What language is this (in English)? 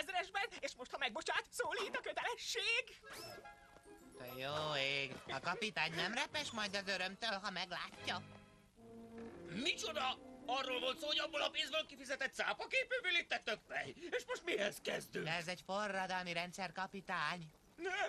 Hungarian